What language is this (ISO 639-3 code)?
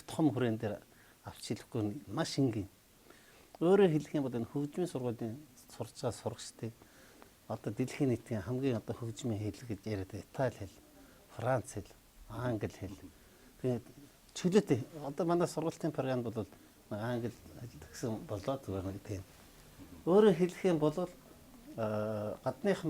mon